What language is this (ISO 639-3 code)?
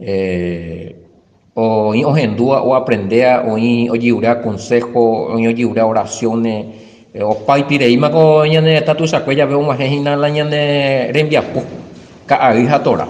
grn